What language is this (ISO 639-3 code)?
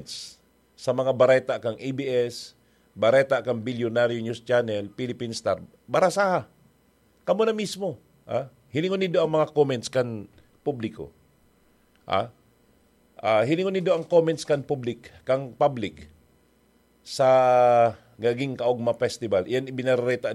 bik